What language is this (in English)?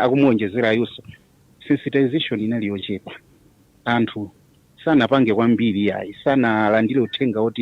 Nyanja